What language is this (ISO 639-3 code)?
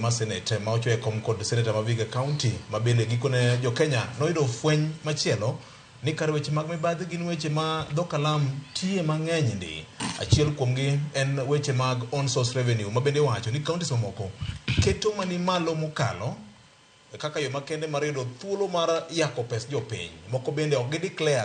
luo